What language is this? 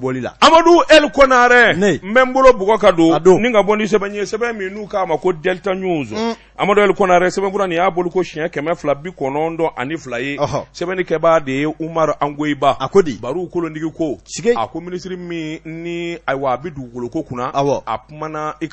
Bambara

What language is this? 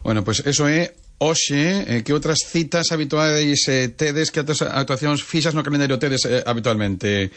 Galician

